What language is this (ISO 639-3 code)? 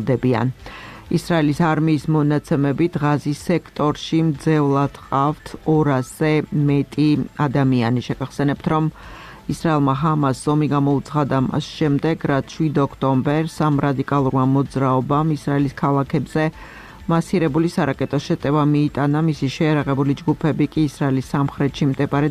kat